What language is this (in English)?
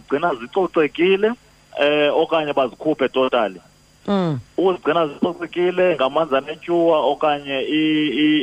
Xhosa